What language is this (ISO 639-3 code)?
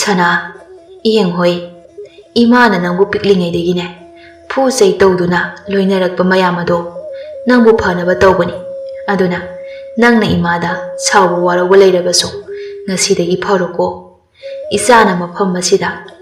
mni